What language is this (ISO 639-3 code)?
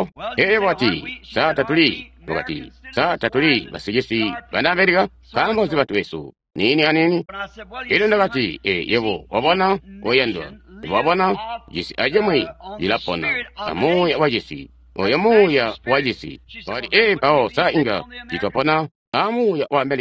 toi